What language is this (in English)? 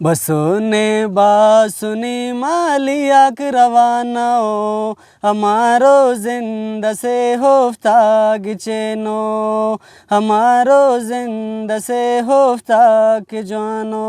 Brahui